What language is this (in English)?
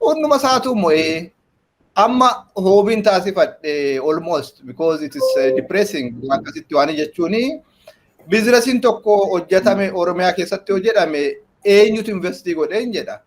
Oromo